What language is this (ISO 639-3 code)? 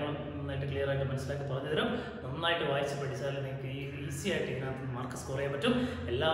mal